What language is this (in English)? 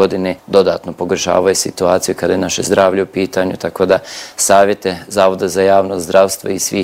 Bosnian